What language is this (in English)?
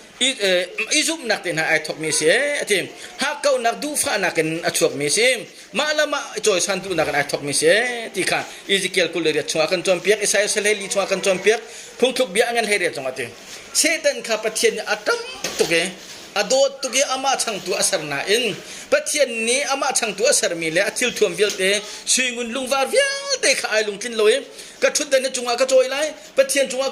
Hakha Chin